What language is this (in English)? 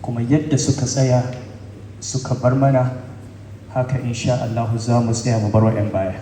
Hausa